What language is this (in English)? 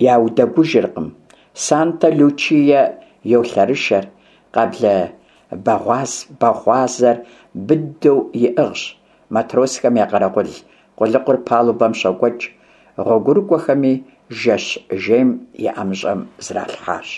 Kabardian